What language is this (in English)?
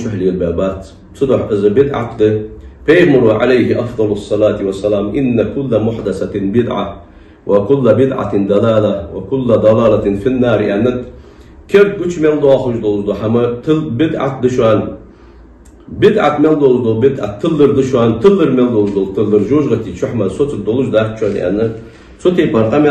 Ingush